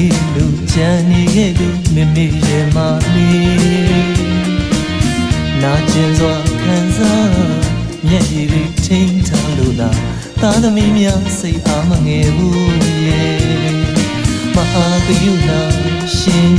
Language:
Burmese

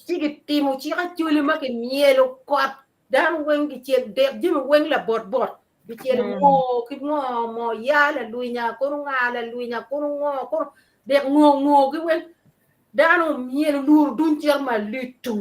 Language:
Acoli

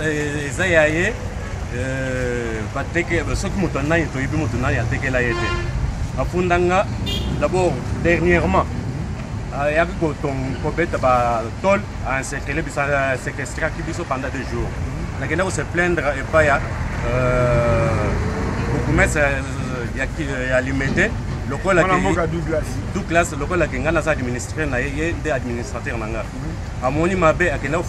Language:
Lingala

